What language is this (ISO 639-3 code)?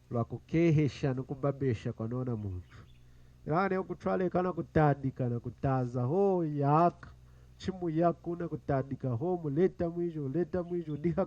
lun